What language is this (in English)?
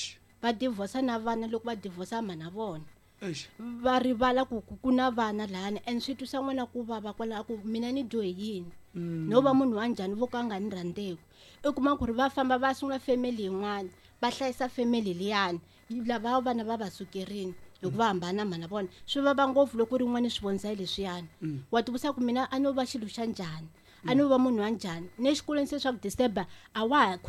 Tsonga